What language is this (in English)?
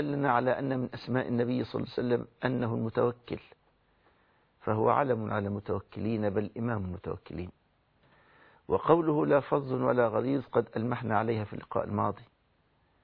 Arabic